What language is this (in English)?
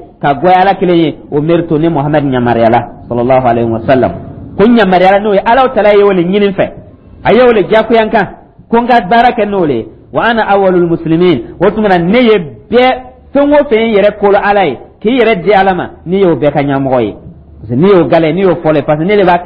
Dyula